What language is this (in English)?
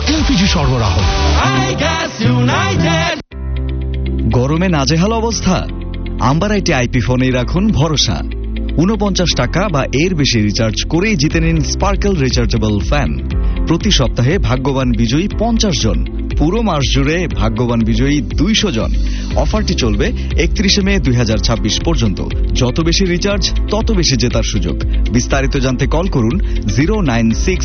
Bangla